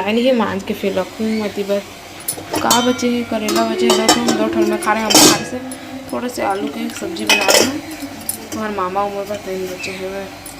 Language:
Chhattisgarhi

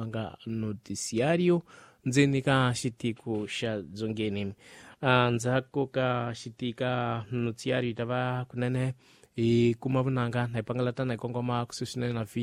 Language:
Tsonga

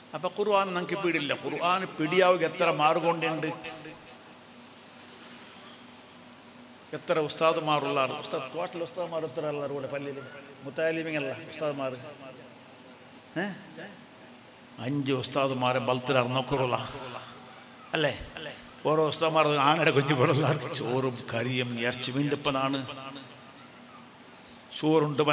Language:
Malayalam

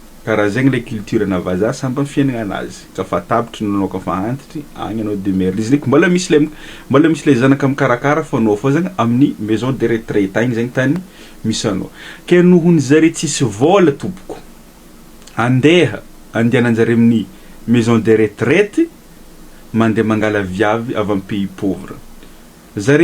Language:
Malagasy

